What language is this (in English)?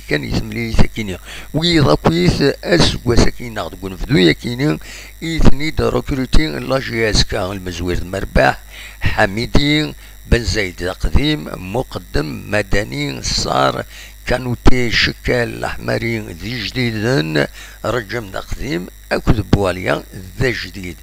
Kabyle